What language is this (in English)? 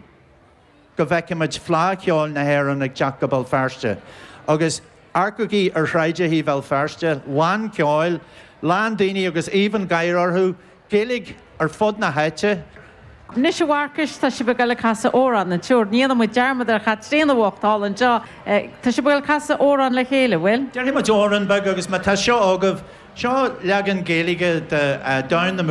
Irish